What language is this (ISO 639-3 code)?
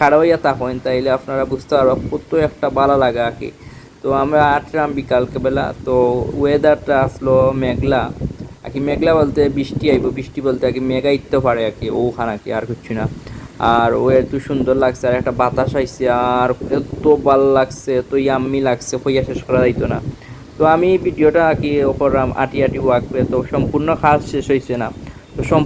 syl